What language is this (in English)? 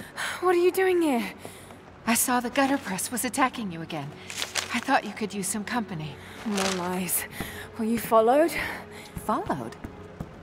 English